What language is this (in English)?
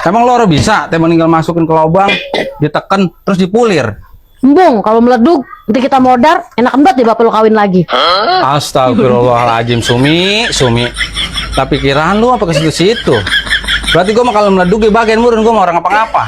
Betawi